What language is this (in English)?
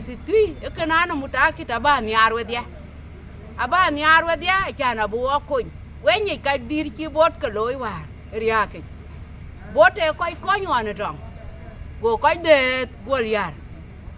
Dinka